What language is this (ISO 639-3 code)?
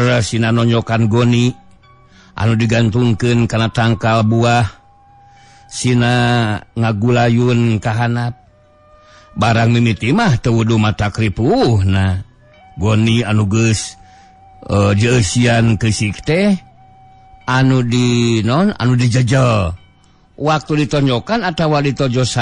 sun